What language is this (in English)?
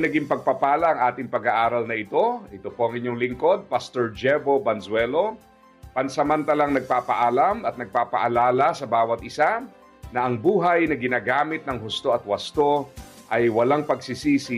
Filipino